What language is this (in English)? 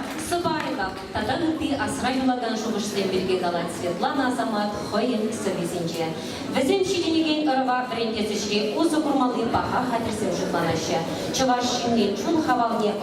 Chuvash